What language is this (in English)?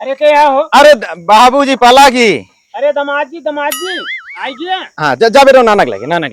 Awadhi